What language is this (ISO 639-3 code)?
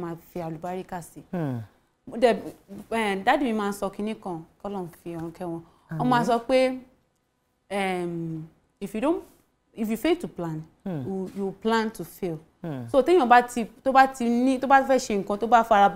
yor